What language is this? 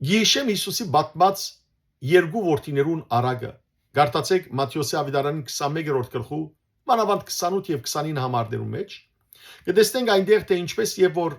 Western Armenian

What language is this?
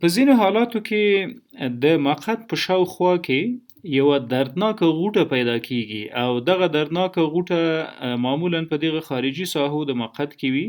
Pashto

